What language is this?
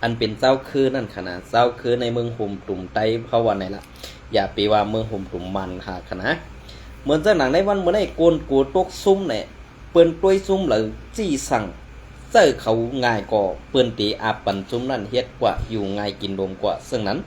Shan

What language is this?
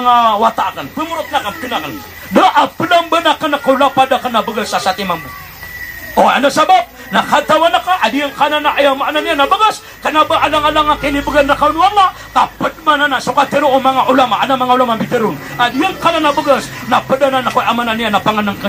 Maranao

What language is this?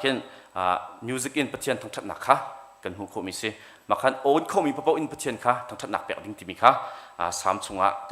Hakha Chin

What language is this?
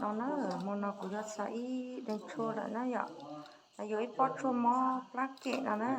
Hmong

